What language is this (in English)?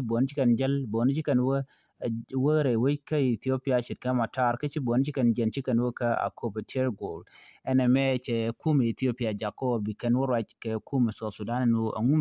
Nuer